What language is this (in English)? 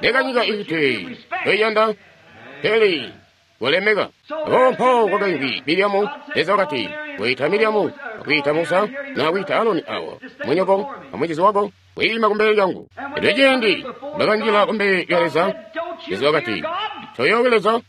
Tonga (Zambia)